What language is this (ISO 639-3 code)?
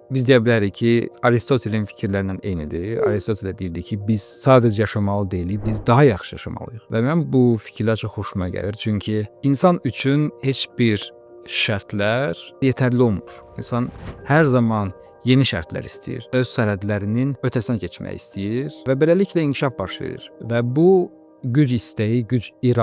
aze